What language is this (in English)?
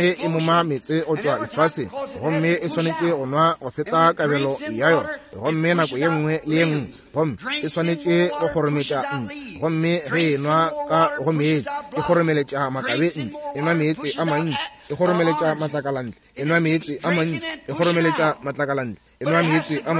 Northern Sotho